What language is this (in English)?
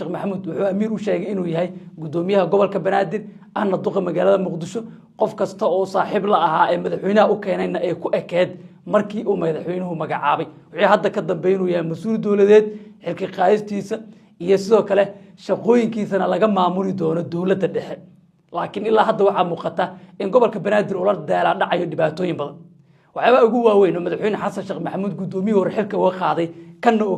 Somali